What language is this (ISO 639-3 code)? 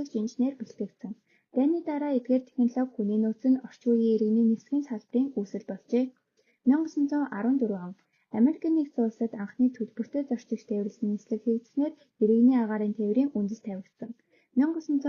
mon